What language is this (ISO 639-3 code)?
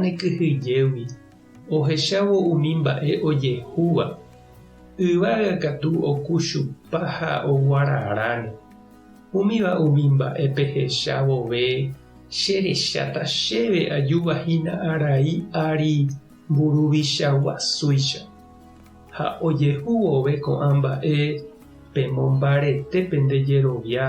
grn